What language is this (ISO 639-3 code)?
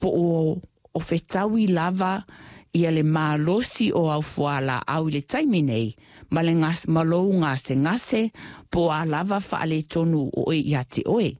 smo